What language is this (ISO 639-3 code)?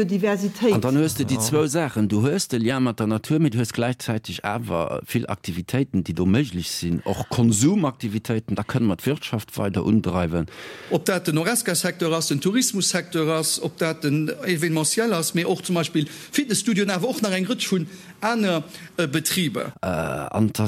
ltz